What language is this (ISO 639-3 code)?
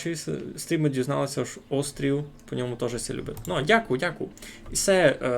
rue